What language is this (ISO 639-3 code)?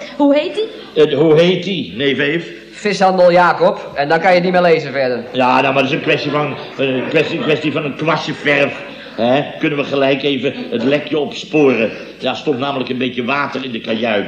nld